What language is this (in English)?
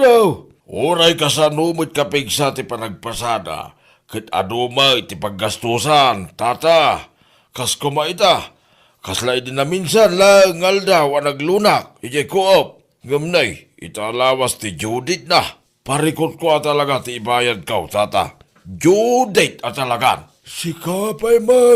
Iloko